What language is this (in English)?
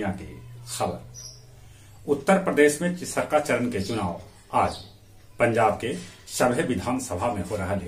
Magahi